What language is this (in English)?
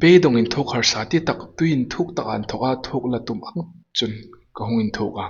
Hmar